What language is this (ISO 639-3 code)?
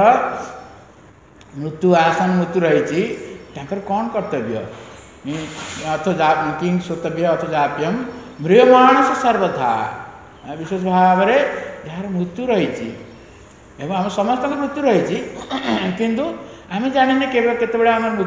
ori